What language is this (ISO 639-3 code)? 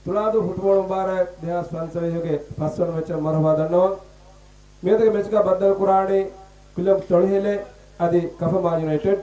div